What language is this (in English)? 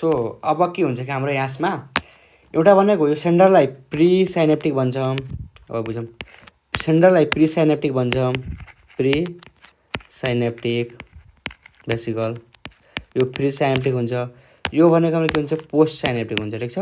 Nepali